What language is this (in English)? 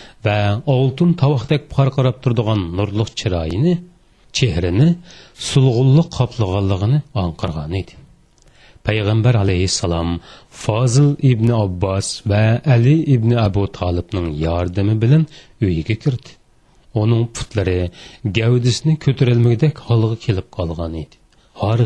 Uyghur